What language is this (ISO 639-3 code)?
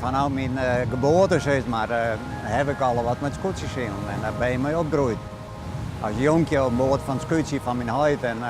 fry